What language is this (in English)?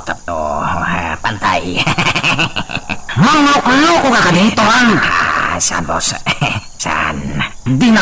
Iloko